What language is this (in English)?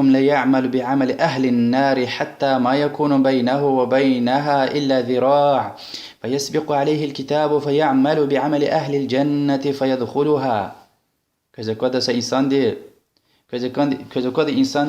Lezghian